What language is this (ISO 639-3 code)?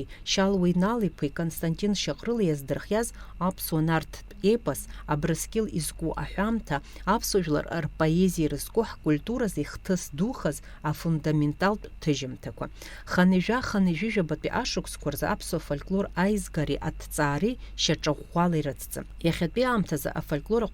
abk